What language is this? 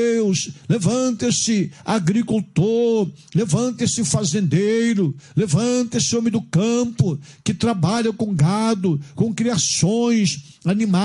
Portuguese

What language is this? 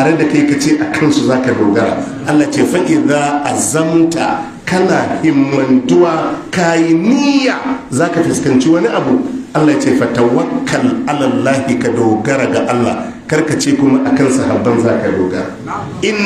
Hausa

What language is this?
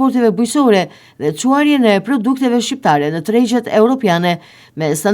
Albanian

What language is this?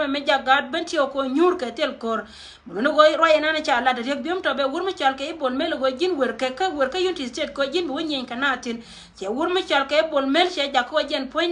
Nuer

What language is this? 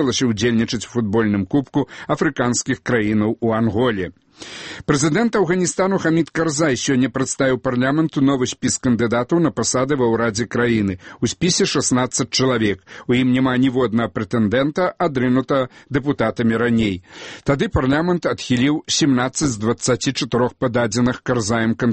Belarusian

